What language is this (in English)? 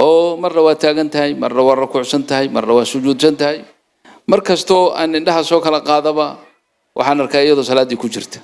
Somali